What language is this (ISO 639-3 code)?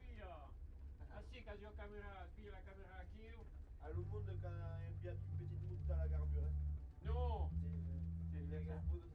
oci